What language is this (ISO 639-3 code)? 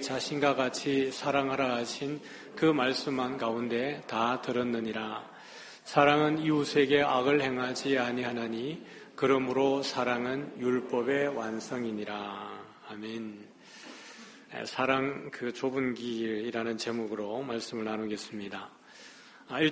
kor